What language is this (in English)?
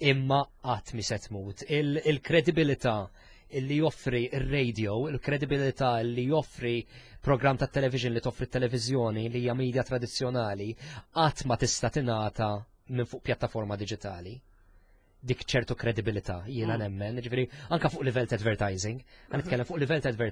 Maltese